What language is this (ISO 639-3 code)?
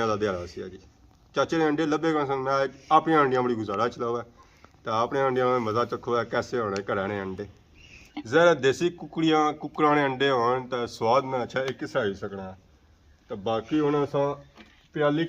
phr